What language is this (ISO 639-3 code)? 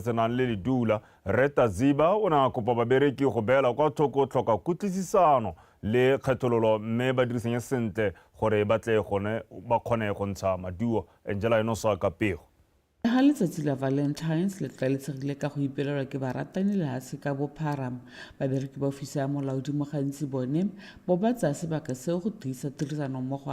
tsn